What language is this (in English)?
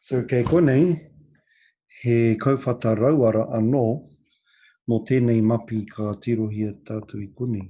Māori